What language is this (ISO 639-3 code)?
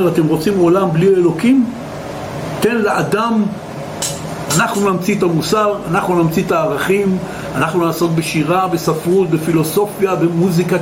heb